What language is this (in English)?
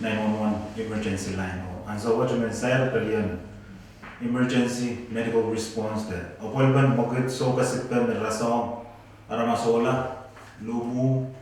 Pohnpeian